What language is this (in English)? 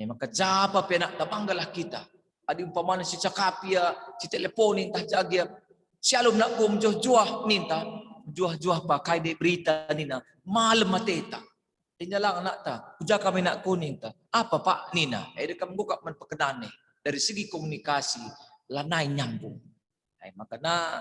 Batak Karo